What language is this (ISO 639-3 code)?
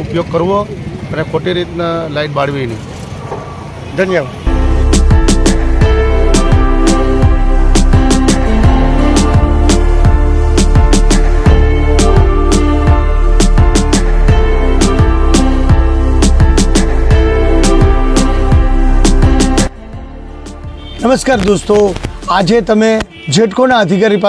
guj